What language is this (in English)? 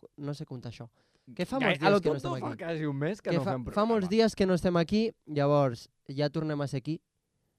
Catalan